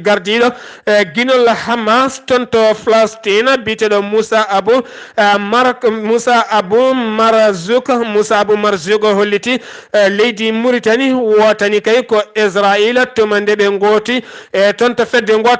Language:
Fula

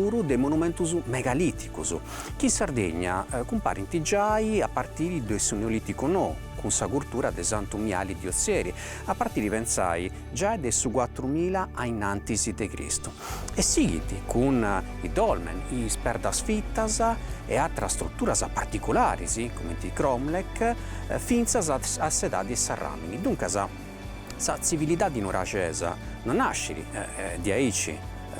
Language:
Sardinian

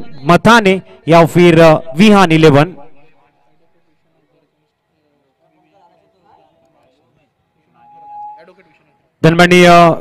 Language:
Marathi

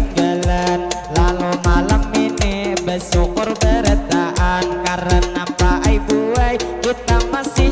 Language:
Banjar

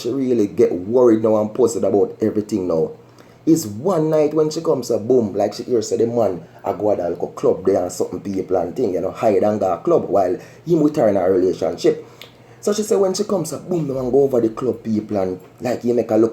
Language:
Jamaican Creole English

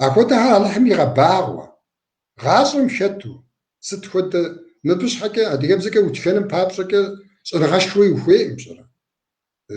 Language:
Kabardian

